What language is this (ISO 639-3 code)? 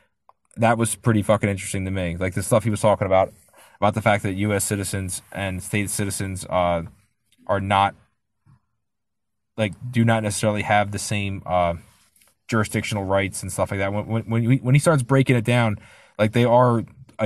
eng